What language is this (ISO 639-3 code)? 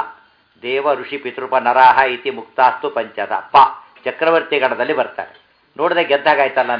kan